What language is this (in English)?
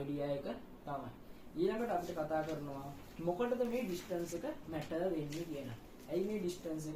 Sinhala